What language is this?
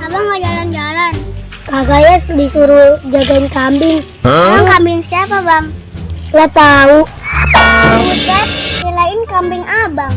Betawi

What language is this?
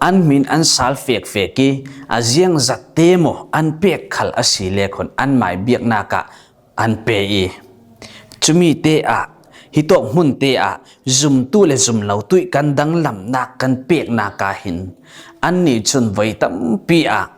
Falam Chin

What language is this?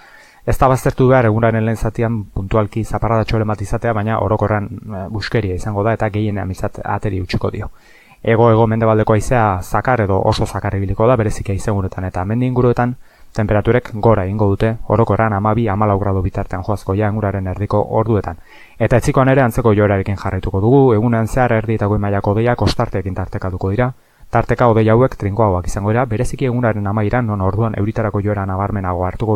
Basque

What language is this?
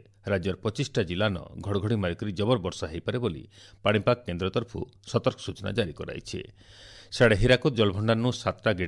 Odia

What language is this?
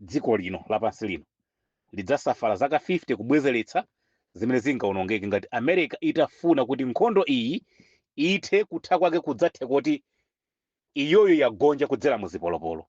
Nyanja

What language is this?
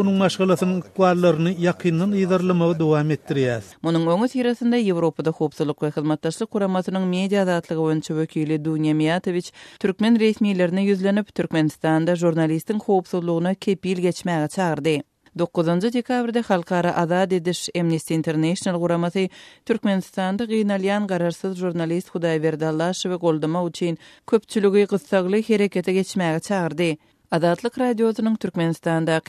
Turkmen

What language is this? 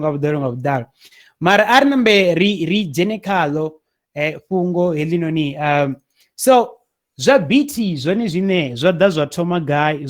Venda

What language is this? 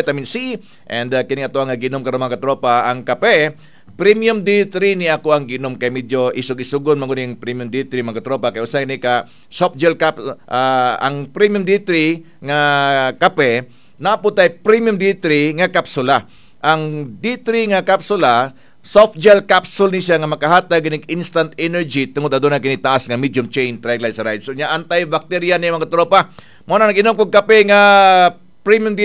Cebuano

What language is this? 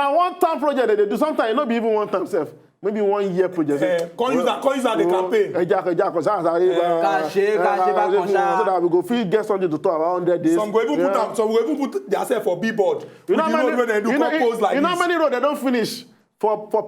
Nigerian Pidgin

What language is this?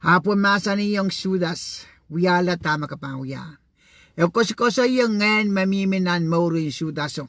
Pohnpeian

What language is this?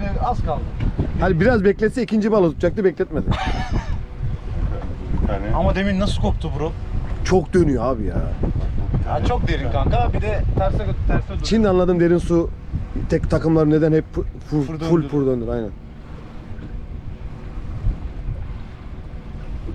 Turkish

